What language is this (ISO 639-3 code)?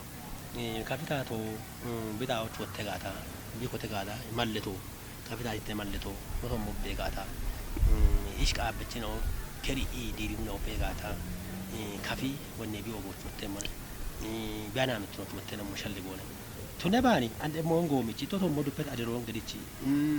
kbr